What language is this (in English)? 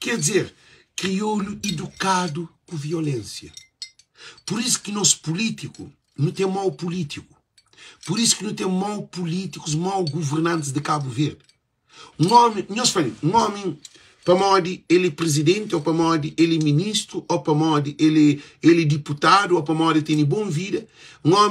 Kabuverdianu